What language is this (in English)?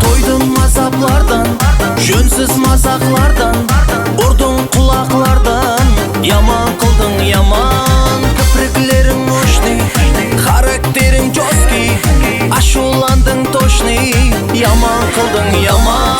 Kara-Kalpak